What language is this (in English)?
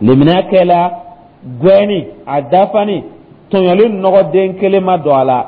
Dyula